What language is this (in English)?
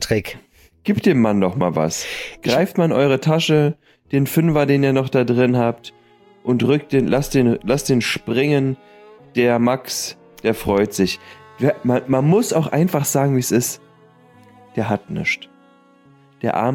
German